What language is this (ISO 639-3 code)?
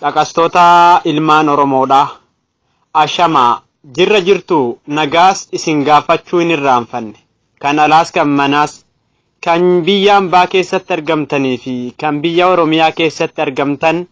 orm